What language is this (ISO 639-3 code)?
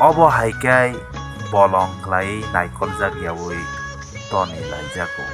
trp